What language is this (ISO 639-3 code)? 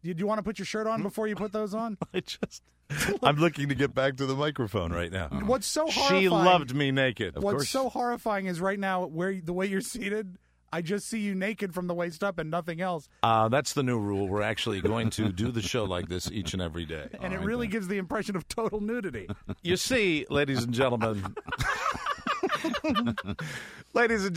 eng